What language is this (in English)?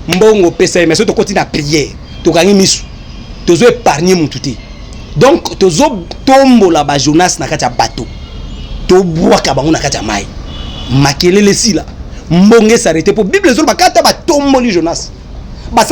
Lingala